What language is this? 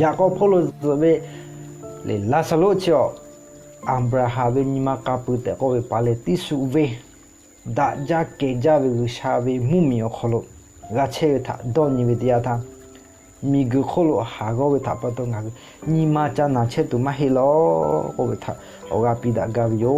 Lahu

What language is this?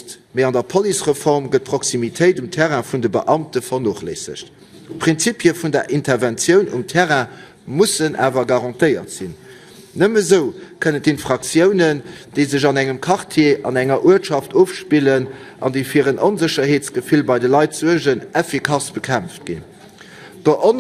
Luxembourgish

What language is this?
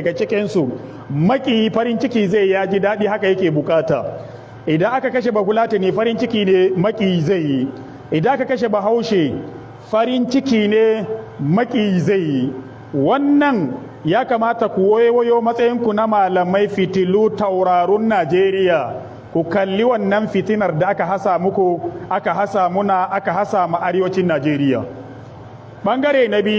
Hausa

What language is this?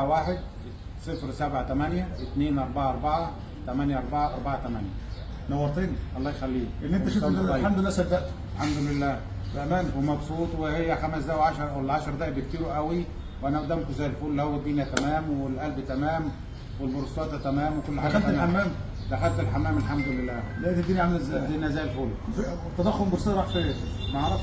Egyptian Arabic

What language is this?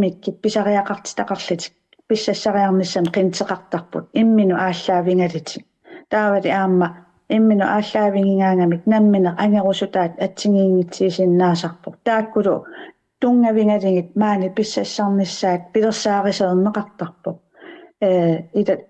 Kalaallisut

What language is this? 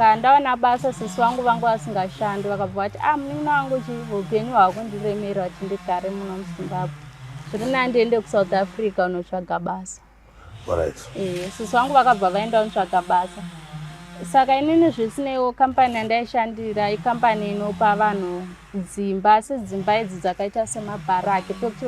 Shona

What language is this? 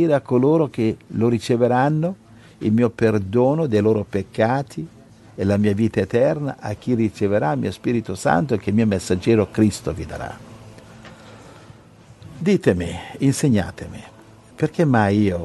Italian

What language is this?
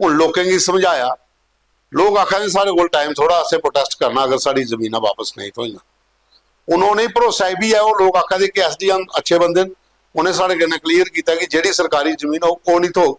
Dogri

